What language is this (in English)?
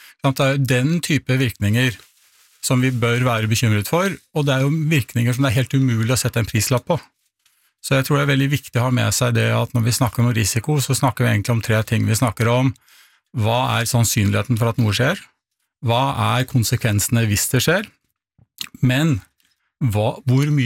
Norwegian